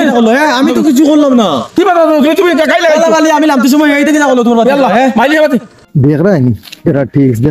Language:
Sylheti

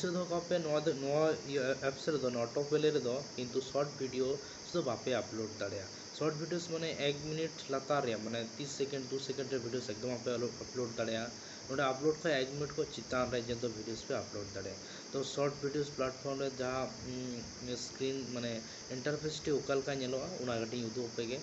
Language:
Santali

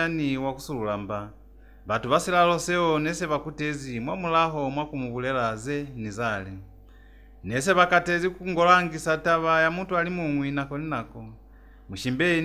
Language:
Lozi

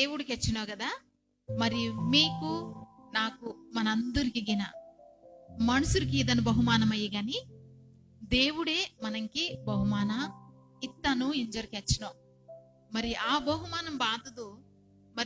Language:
Koya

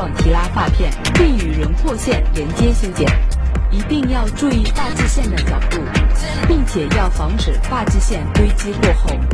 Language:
Chinese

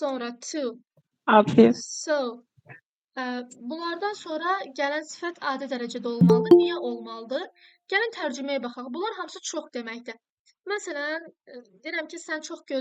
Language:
Azerbaijani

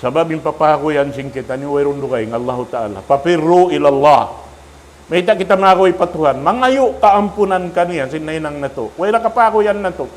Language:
Tausug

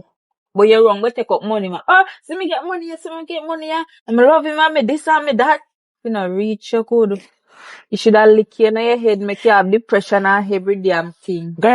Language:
Jamaican Creole English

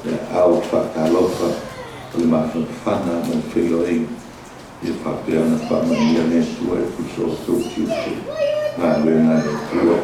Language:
Samoan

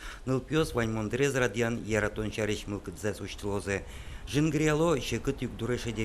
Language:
Udmurt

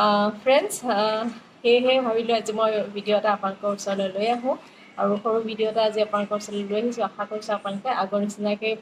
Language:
Assamese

